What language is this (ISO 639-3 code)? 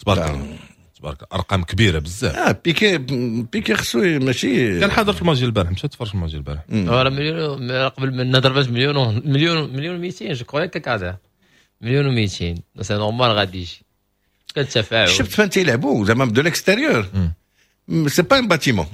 ary